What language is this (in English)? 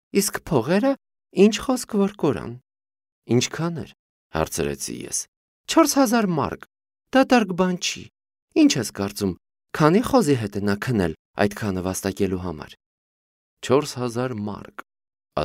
Armenian